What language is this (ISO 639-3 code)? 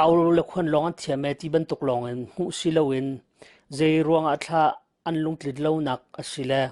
cnh